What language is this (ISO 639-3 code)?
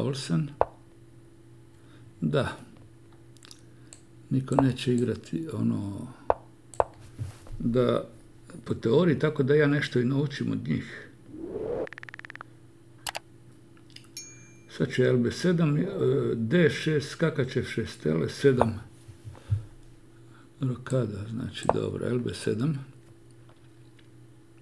hrv